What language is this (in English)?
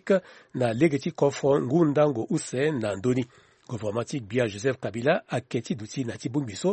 Sango